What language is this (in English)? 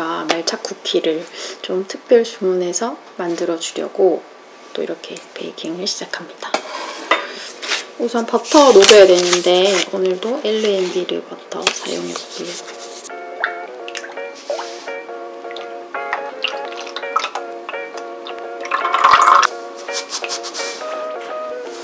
Korean